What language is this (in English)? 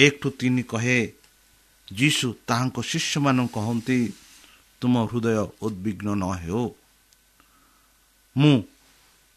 Odia